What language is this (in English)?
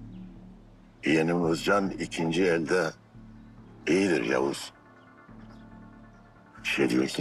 Turkish